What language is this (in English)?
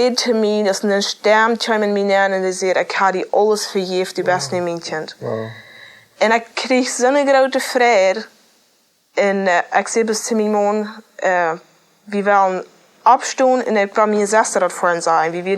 Plautdietsch